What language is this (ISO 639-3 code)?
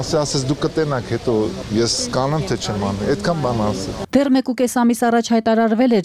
hye